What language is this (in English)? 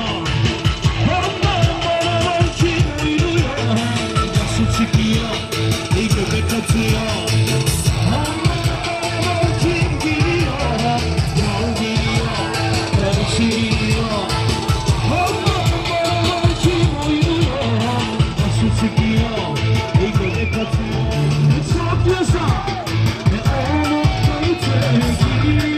Turkish